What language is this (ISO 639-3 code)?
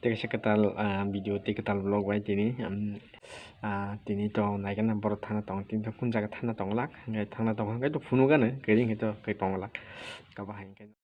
trp